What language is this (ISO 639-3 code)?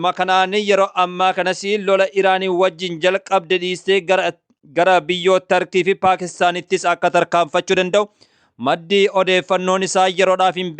orm